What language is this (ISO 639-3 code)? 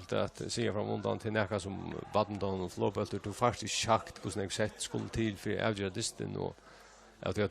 fao